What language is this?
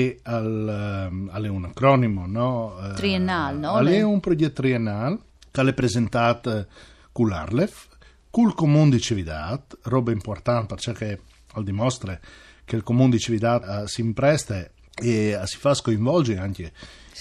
Friulian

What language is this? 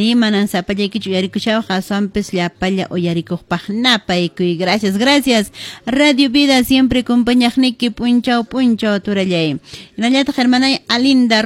Quechua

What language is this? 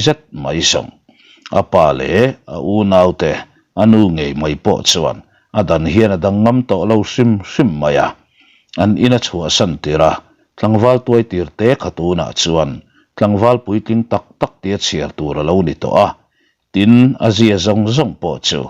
Mizo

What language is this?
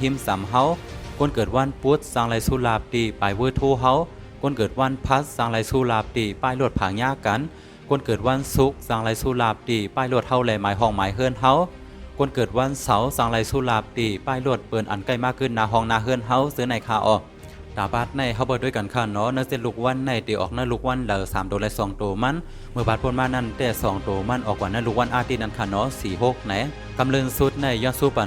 Shan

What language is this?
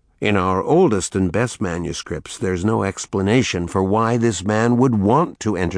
English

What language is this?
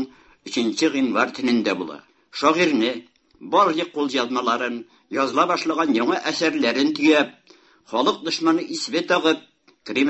Tatar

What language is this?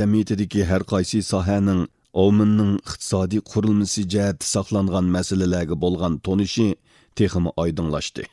Uyghur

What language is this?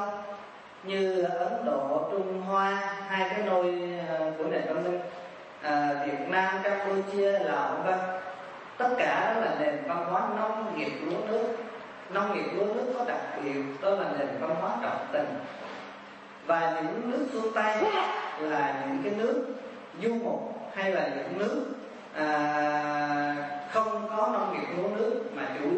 Vietnamese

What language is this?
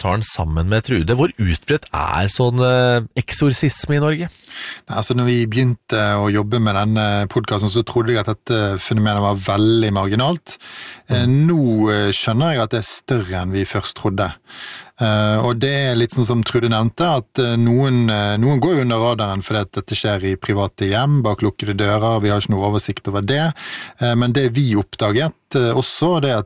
Norwegian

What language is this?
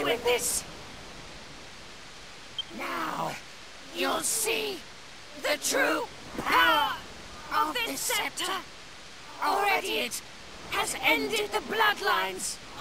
English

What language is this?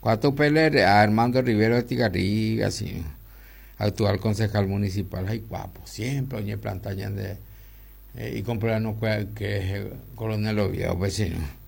Guarani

